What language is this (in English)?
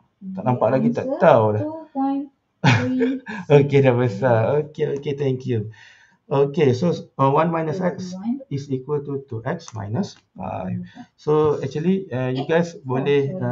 Malay